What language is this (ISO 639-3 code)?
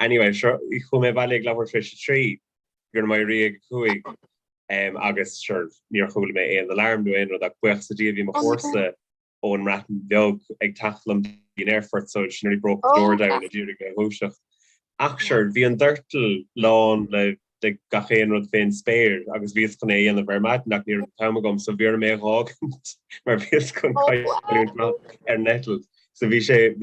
gle